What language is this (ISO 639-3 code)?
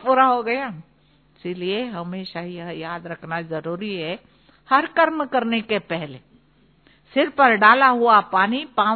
hin